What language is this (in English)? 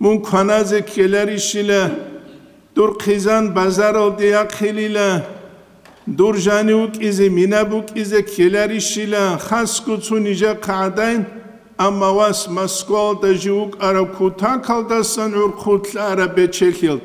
Avaric